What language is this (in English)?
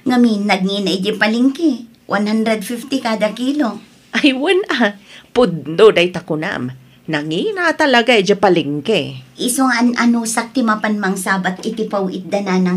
Iloko